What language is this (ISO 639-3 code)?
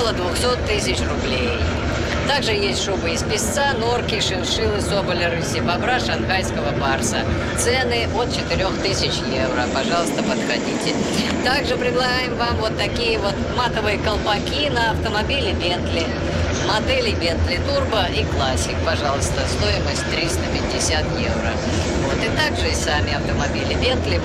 rus